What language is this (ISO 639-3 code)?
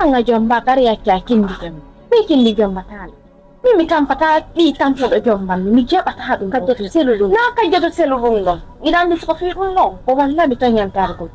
ful